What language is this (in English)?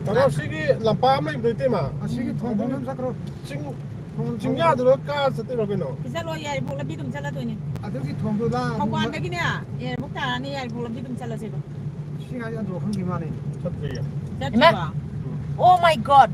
Manipuri